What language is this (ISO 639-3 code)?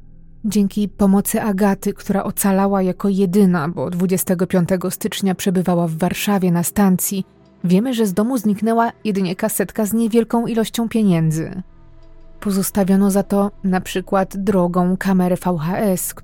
pol